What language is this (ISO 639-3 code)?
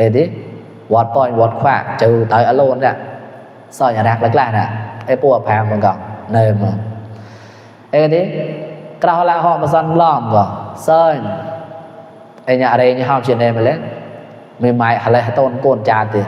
mnw